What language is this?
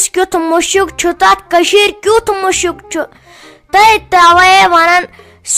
Kashmiri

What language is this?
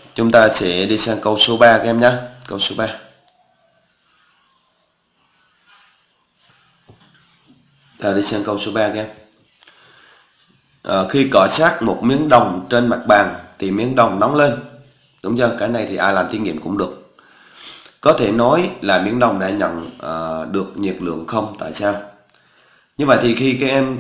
Vietnamese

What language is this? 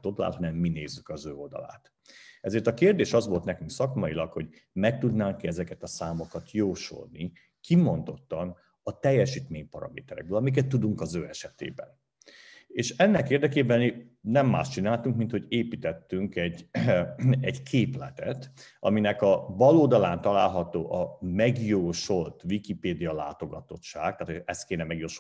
Hungarian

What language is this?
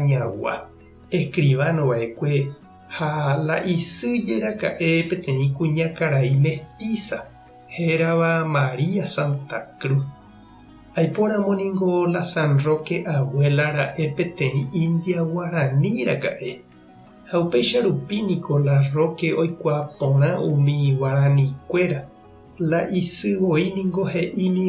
Guarani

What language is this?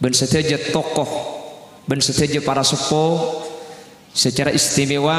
Madurese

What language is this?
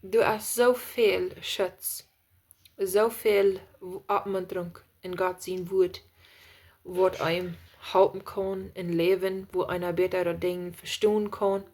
Plautdietsch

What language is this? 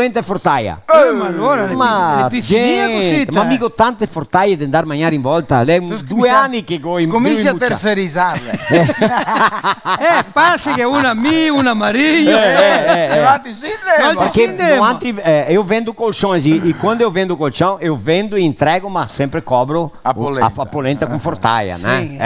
Venetian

